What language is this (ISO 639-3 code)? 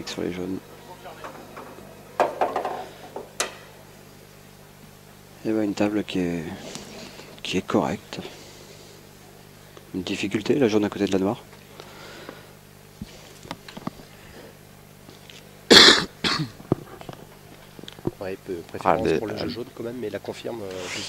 fra